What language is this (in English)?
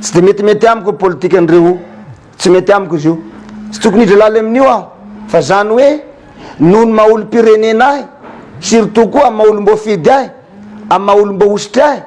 Malagasy